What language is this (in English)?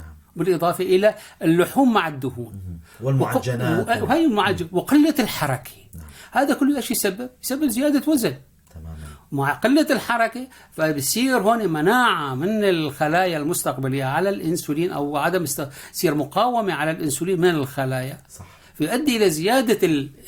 North Levantine Arabic